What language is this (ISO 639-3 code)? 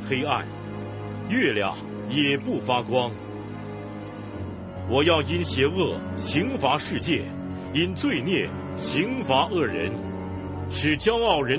zho